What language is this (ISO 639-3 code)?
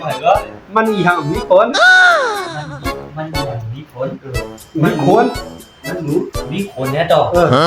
shn